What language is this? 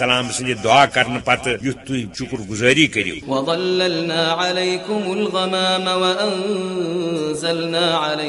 Kashmiri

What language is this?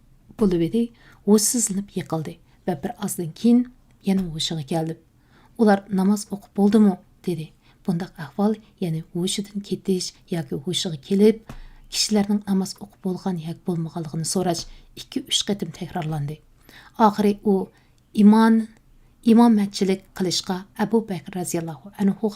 Uyghur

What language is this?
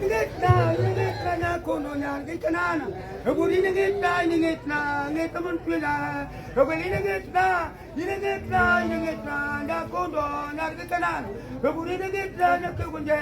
Luo (Kenya and Tanzania)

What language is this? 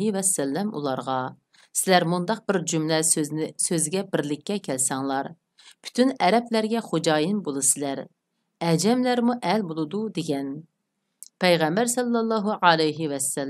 Uyghur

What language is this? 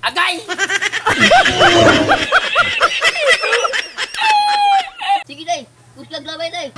Cebuano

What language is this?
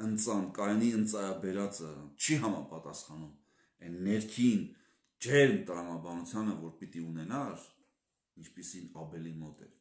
Armenian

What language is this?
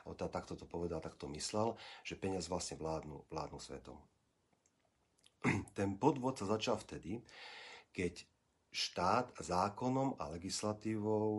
Slovak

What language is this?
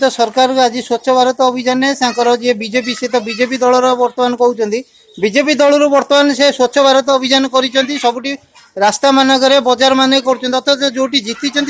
Odia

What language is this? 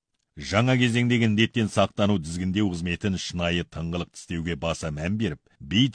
Kazakh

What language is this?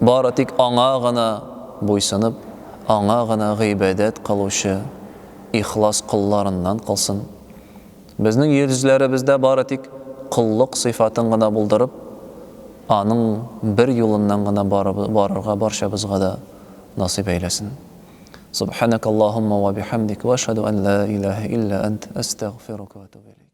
Tatar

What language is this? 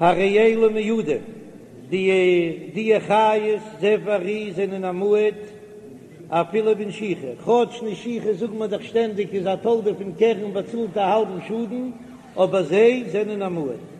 Yiddish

